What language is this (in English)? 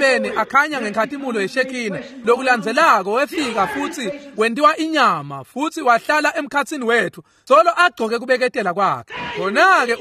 Swati